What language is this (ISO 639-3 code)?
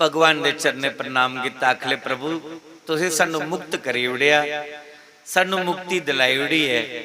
doi